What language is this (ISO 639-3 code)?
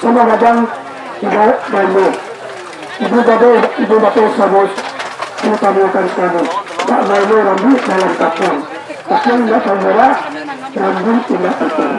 min